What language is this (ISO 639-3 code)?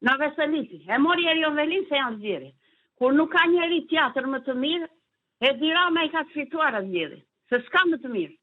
sqi